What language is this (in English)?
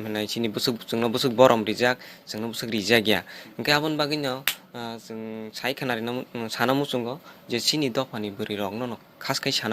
Kok Borok